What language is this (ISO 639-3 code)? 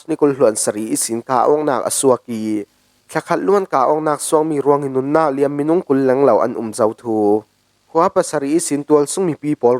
cfm